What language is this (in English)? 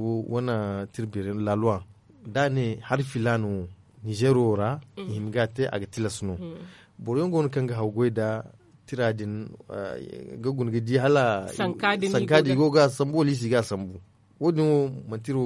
Zarma